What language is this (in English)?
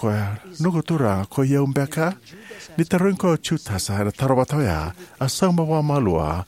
Fijian